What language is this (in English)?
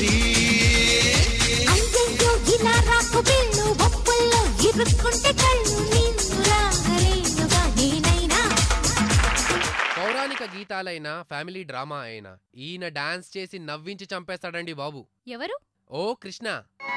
Telugu